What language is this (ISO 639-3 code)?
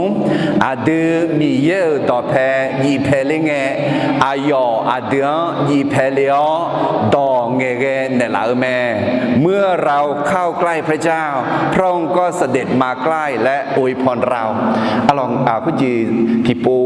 ahk